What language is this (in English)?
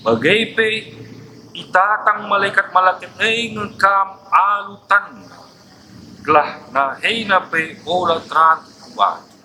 Batak Karo